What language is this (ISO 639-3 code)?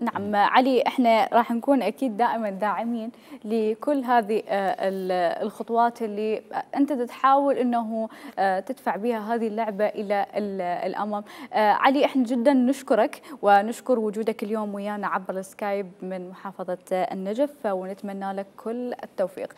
acm